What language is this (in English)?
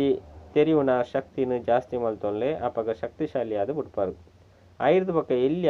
Tulu